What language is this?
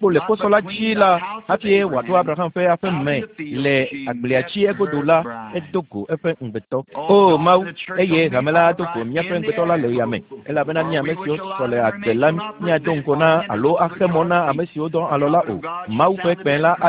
Ewe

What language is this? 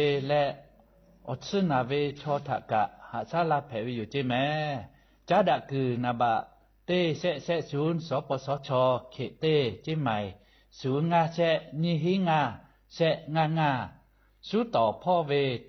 Lahu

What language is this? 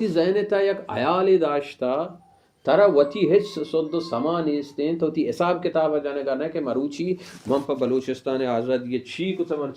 Baluchi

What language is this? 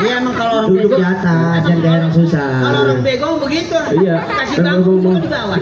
Betawi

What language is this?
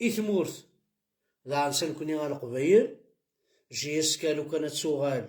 Kabyle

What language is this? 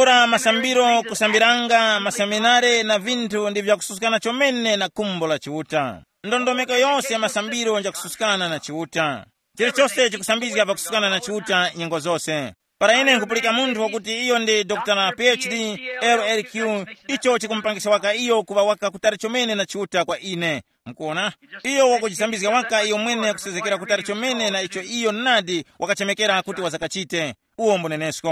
Tumbuka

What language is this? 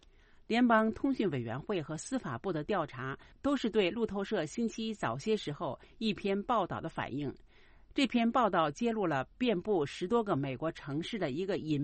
Chinese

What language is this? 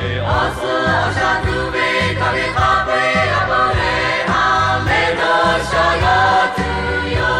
Lahu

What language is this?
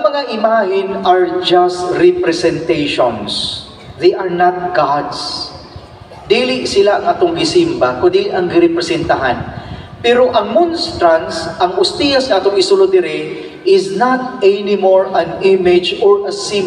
Cebuano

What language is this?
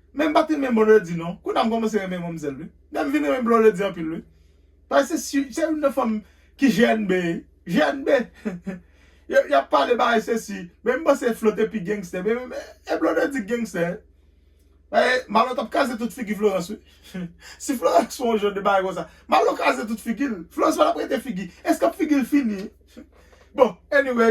Haitian Creole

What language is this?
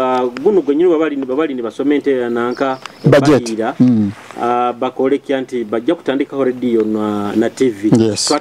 Nyoro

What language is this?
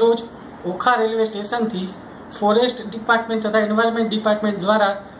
Gujarati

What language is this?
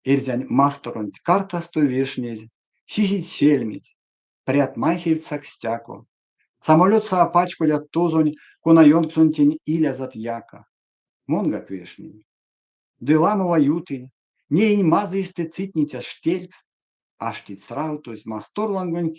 Erzya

